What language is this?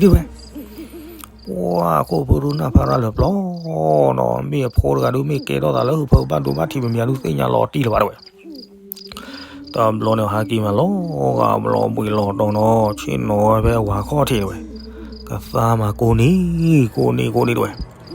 S'gaw Karen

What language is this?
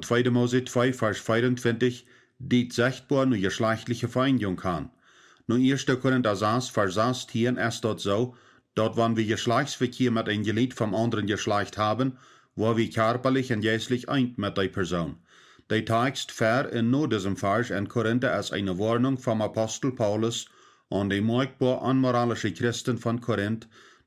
Plautdietsch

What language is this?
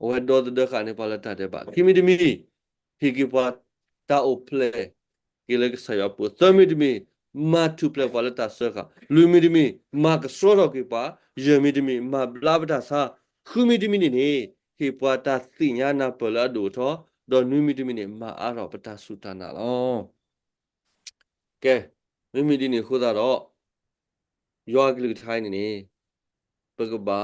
S'gaw Karen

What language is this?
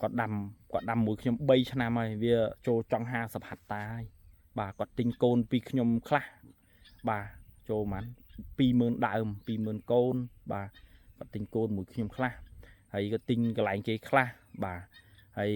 Khmer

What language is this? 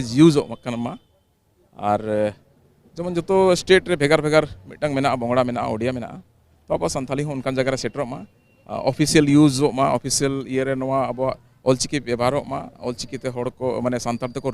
Santali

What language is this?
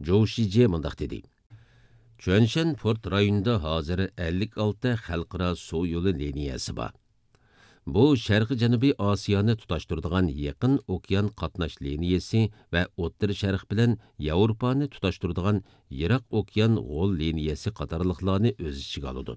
Uyghur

